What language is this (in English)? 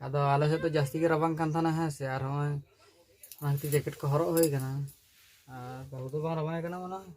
Santali